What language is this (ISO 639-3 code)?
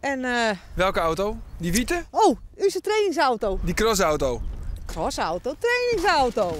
fry